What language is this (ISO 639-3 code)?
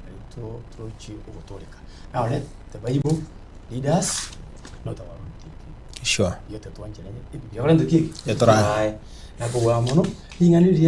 guz